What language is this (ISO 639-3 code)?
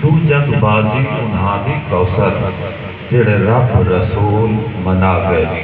skr